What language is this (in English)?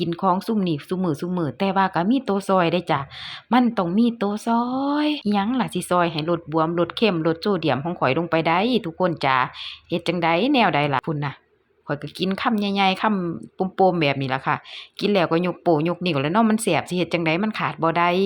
Northeastern Thai